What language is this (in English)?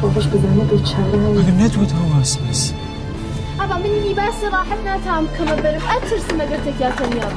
Kurdish